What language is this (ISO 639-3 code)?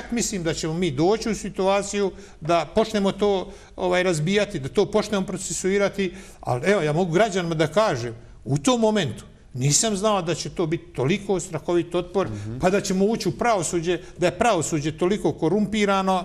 bos